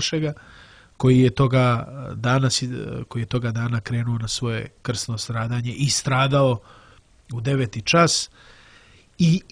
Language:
Serbian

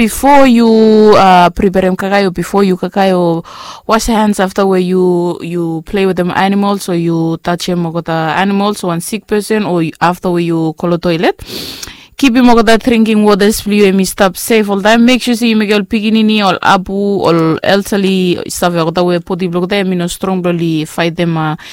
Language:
Bislama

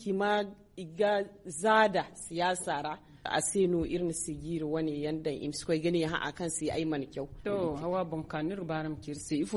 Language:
Zarma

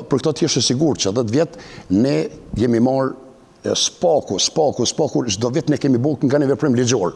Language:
Albanian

